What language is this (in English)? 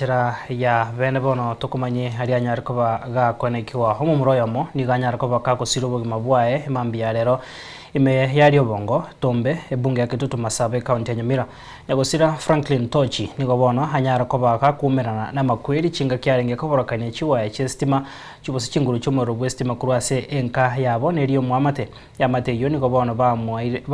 Gusii